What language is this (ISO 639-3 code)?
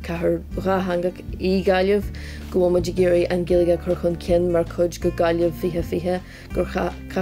gle